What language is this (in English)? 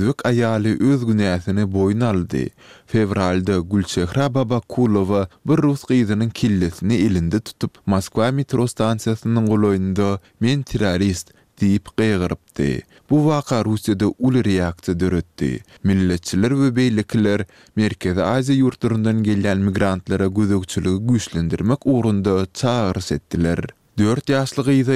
Turkmen